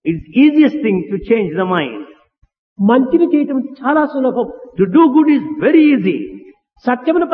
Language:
Telugu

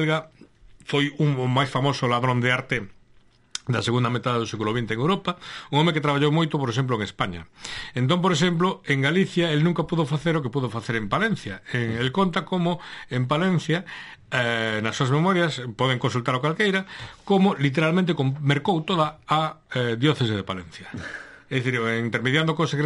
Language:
Galician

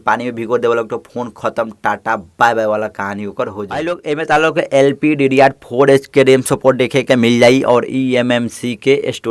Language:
Bhojpuri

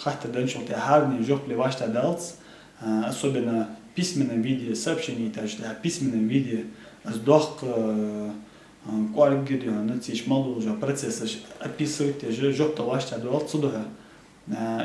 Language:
Ingush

